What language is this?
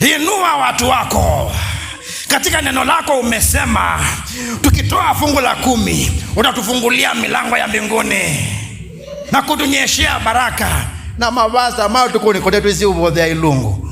Kamba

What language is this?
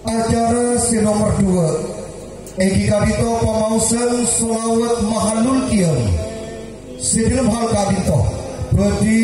Madurese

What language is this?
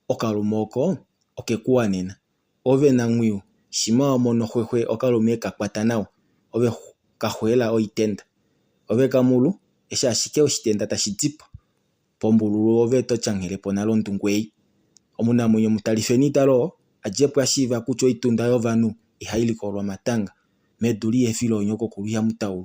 Kuanyama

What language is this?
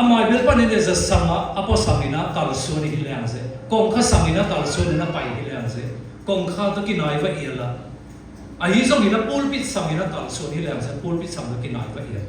Siyin Chin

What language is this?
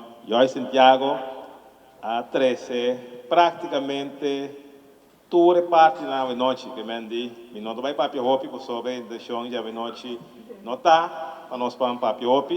Papiamento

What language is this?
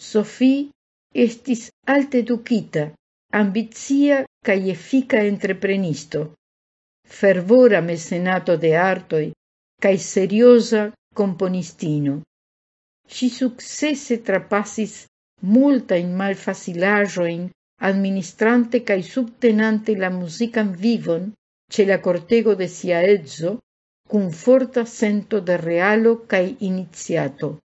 Esperanto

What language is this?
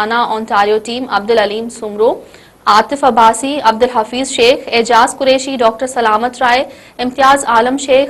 Sindhi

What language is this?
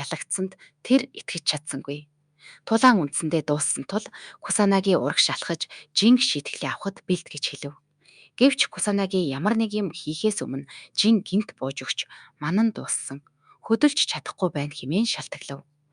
Mongolian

